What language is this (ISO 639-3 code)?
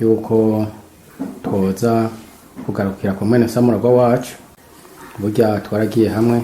run